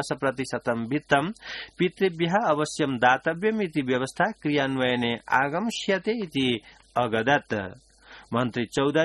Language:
Sanskrit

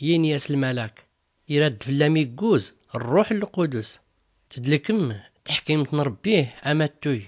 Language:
Tachelhit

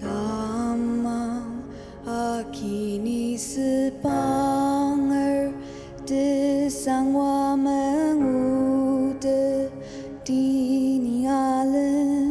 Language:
Ao Naga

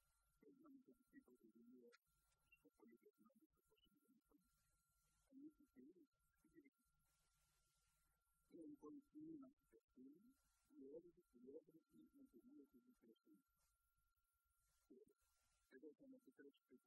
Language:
Greek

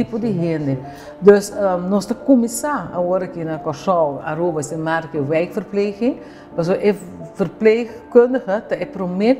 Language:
Papiamento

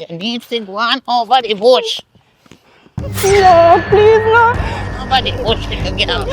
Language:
Jamaican Creole English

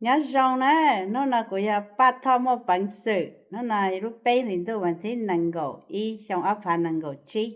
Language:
Hmong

